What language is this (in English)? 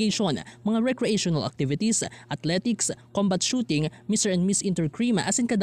Bikol